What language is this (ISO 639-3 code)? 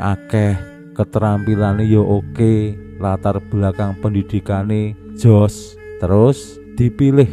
jav